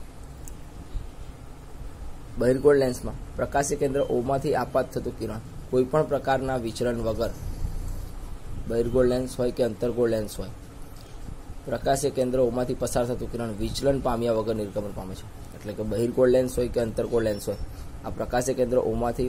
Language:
Gujarati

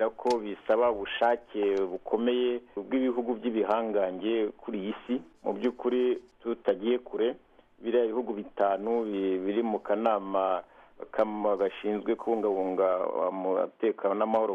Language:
Kinyarwanda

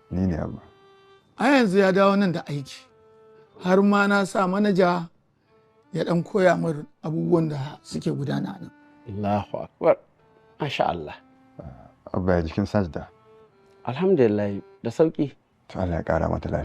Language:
Hausa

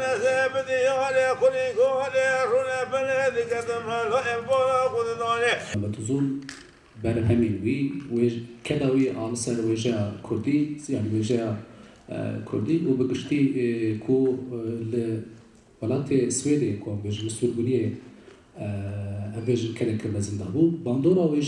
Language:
Kurdish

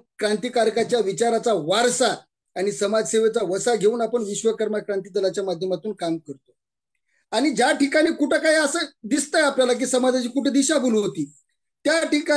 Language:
Marathi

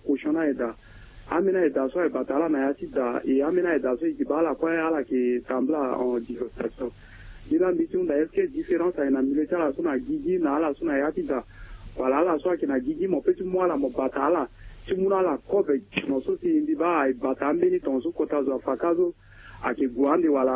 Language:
Sango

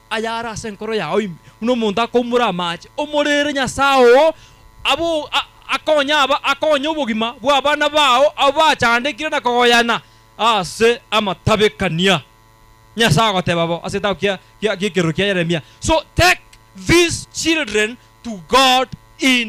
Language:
Gusii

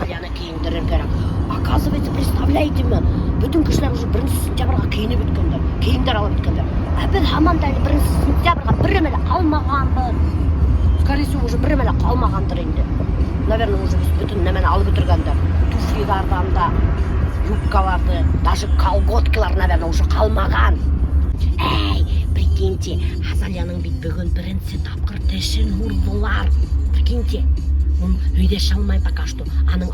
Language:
Bashkir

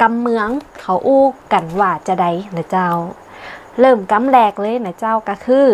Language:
Northern Thai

